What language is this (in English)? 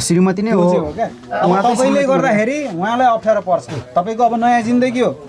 Nepali